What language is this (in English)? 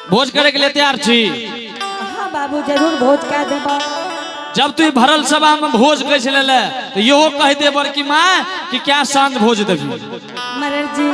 Angika